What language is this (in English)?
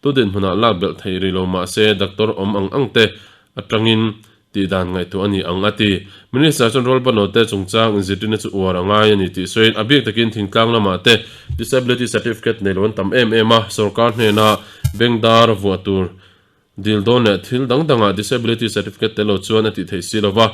Mizo